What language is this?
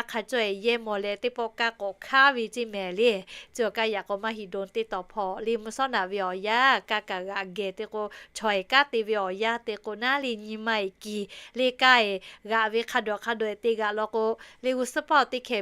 Lahu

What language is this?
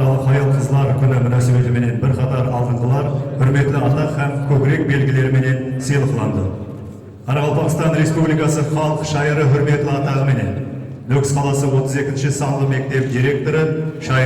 Kara-Kalpak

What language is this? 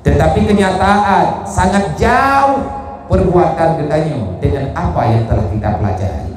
Achinese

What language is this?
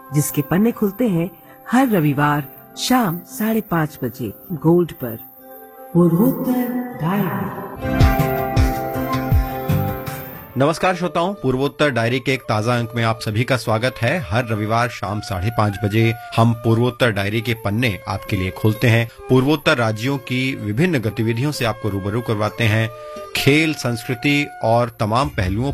Hindi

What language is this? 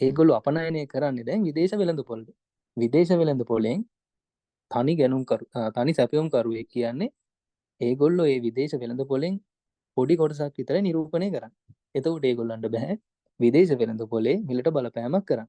Sinhala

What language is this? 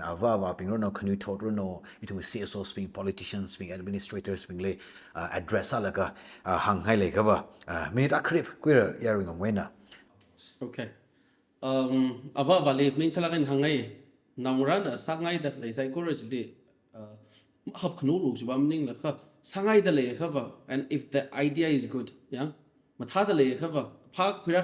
Tangkhul Naga (India)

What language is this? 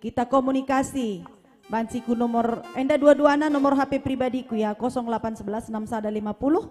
Batak Karo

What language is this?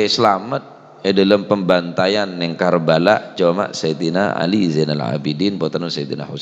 Madurese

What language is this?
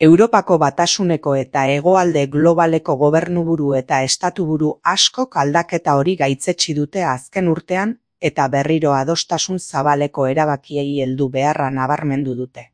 Basque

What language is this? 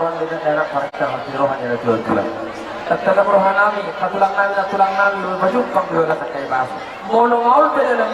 Batak Toba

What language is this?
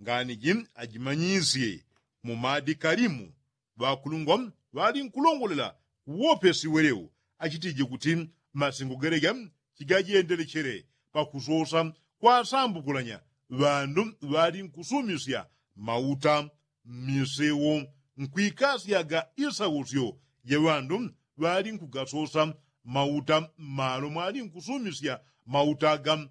Yao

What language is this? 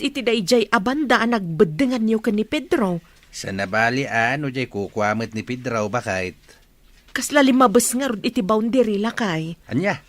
Iloko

